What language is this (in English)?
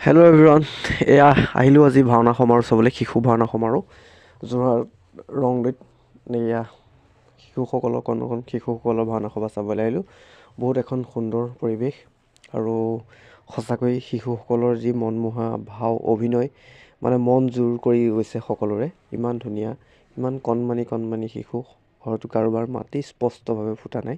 Assamese